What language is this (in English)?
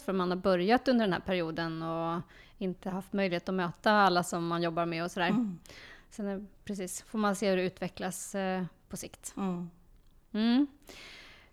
Swedish